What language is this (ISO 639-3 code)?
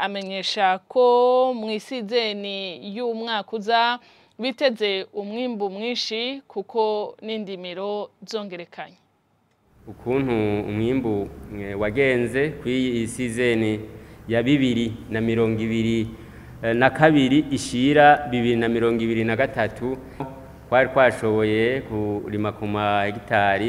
run